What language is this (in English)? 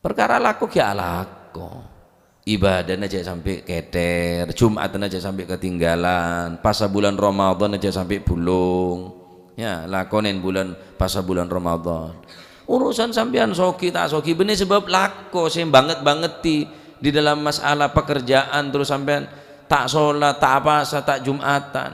Madurese